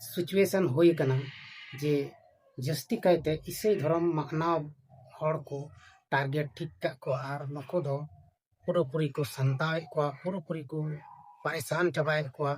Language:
Santali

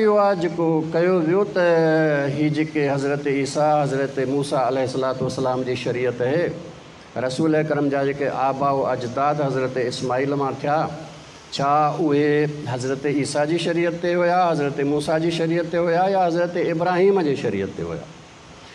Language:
Sindhi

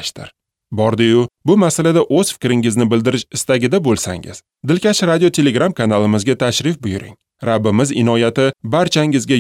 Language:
Uzbek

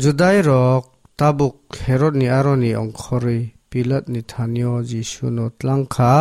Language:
Kok Borok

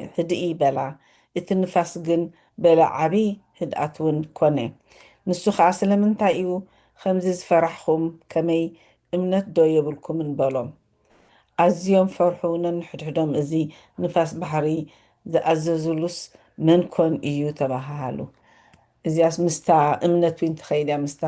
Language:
Tigrinya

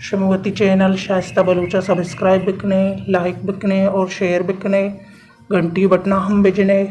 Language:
Baluchi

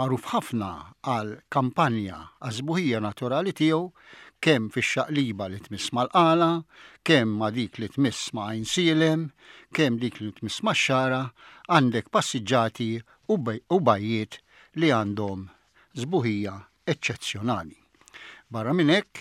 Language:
Maltese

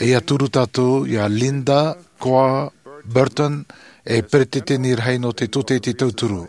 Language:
Tahitian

